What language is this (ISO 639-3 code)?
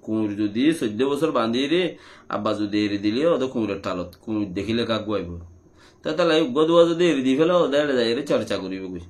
rhg